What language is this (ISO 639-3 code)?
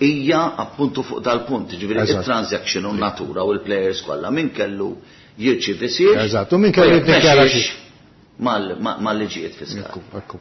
mlt